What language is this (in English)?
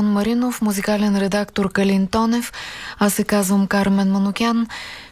Bulgarian